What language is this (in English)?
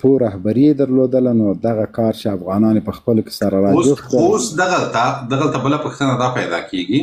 Pashto